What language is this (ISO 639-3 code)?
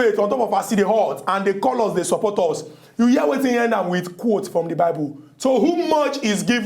pcm